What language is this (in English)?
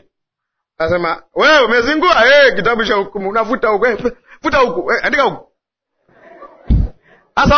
Swahili